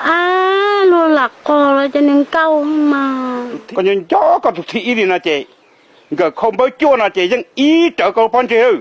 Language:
Hmong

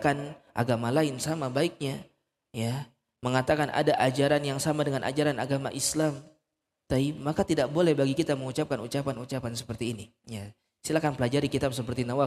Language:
Indonesian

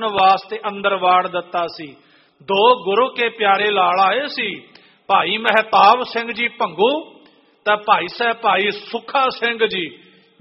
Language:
Punjabi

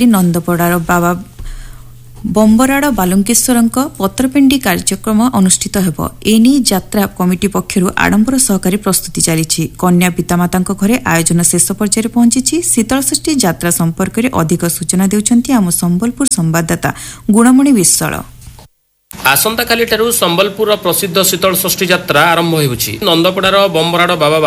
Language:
Odia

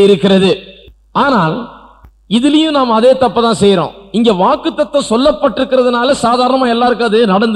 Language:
Tamil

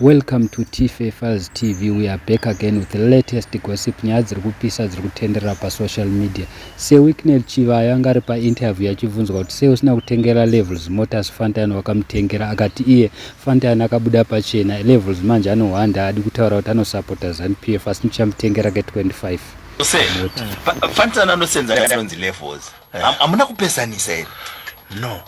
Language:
Shona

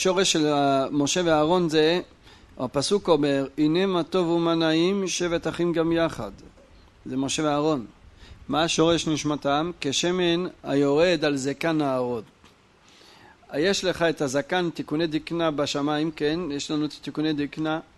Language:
Hebrew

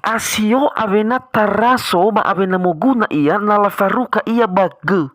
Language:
Nias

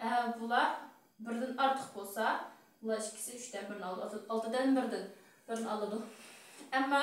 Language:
Uyghur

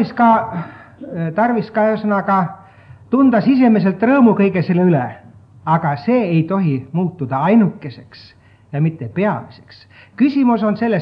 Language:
Estonian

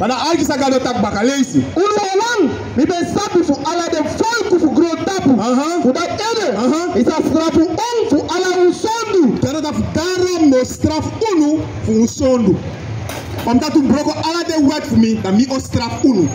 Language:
Sranan Tongo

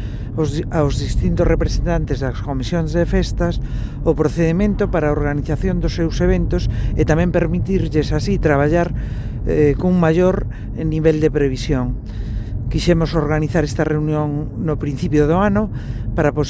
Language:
Galician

